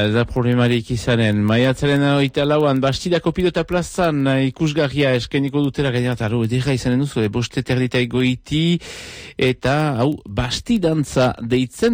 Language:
Basque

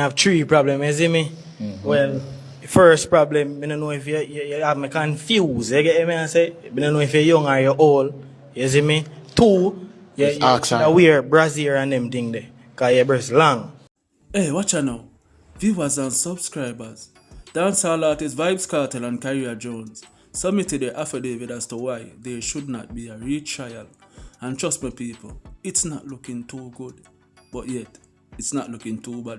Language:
Jamaican Creole English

